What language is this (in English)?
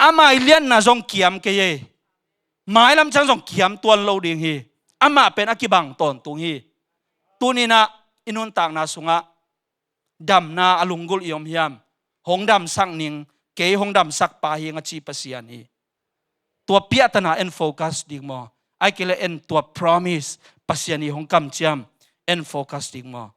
Tedim Chin